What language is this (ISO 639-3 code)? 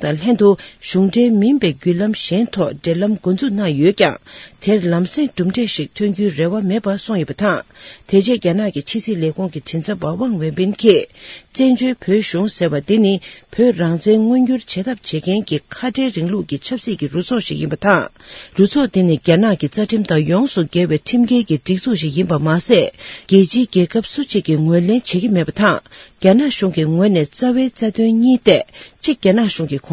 bod